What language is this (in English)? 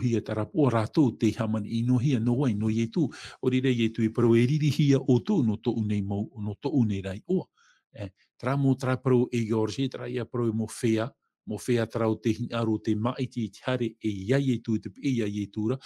Tahitian